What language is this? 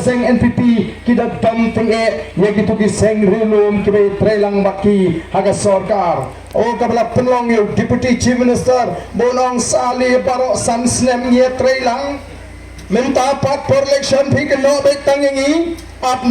Khasi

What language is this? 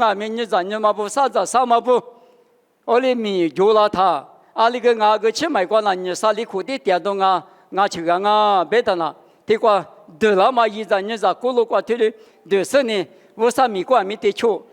Lisu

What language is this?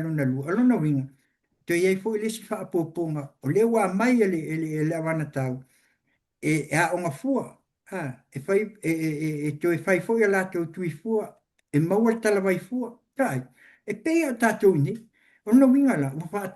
Samoan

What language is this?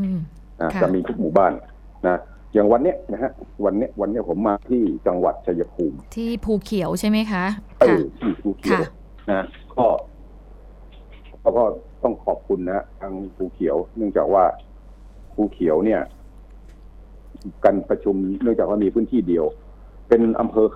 Thai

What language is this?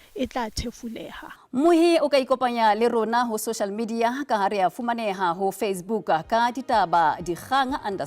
Southern Sotho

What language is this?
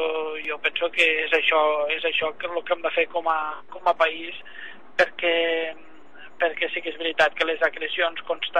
Catalan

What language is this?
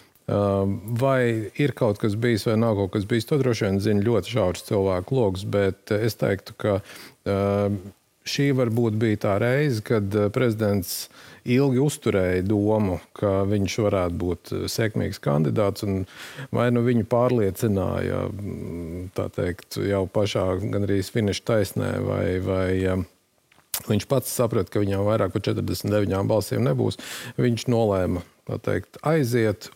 Latvian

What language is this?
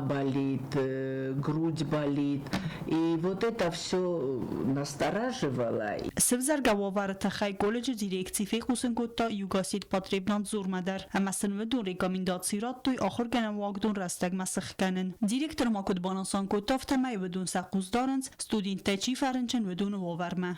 Ossetic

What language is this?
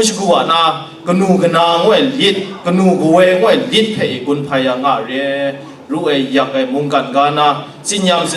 Kachin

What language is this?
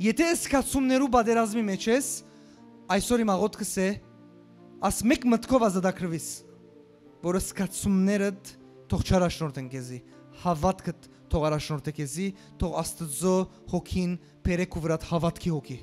Western Armenian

